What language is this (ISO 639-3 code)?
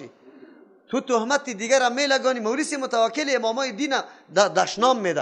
fas